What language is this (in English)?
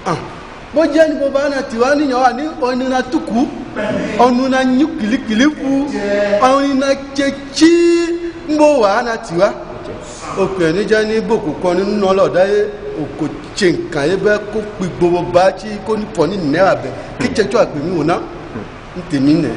Ifè